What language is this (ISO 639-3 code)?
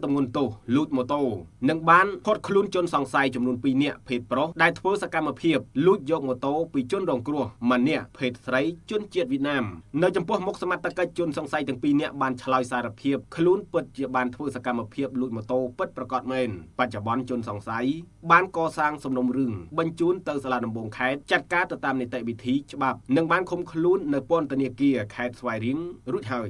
khm